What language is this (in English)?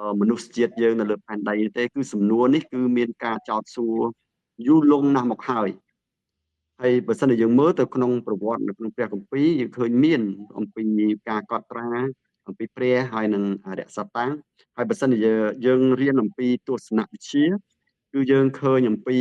Khmer